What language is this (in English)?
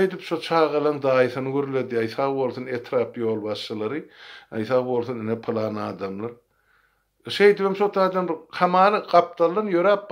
Turkmen